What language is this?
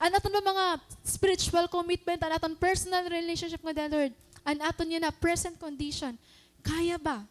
Waray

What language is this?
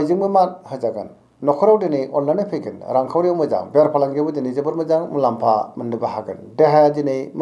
Bodo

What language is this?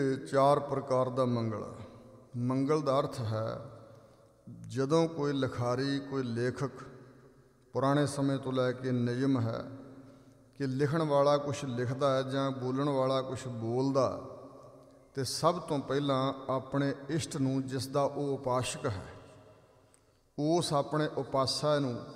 Punjabi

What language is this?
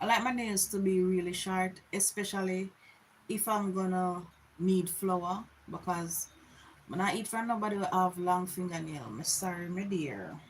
Jamaican Creole English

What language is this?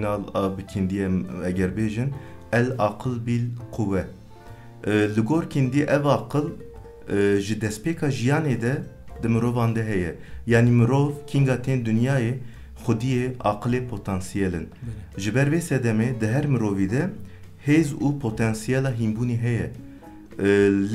Kurdish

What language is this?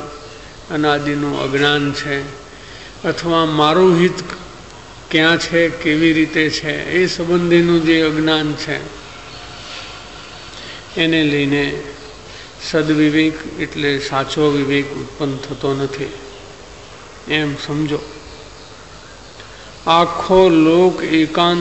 Gujarati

